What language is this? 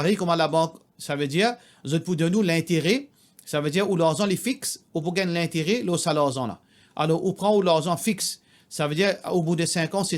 Morisyen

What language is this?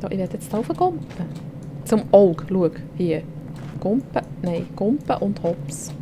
Swiss German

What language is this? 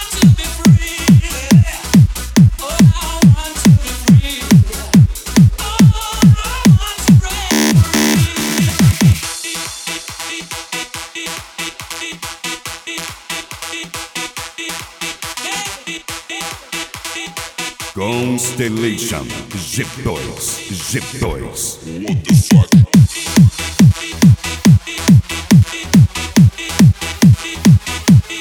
Portuguese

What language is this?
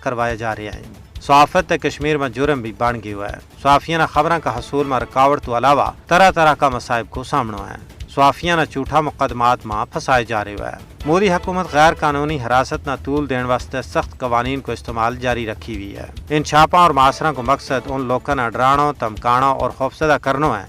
Gujari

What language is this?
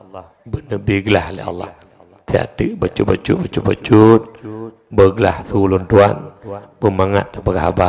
Achinese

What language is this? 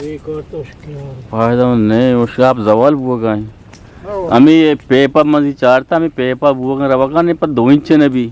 Eastern Balochi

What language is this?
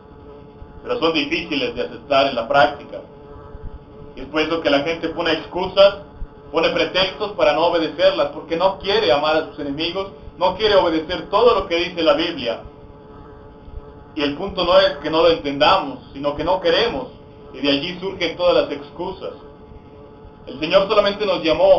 Spanish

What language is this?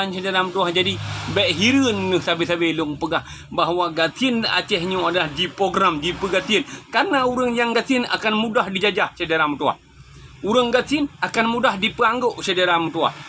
Achinese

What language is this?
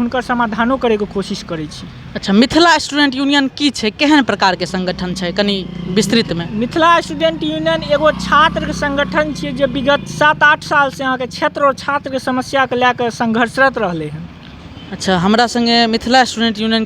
Maithili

